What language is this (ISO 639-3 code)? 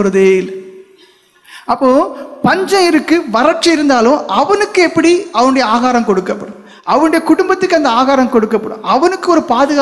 tam